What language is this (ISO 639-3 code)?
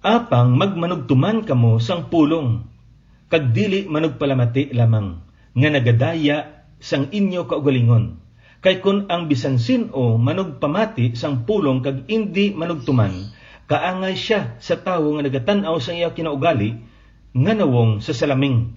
hil